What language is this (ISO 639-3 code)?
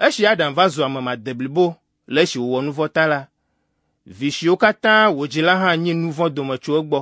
ewe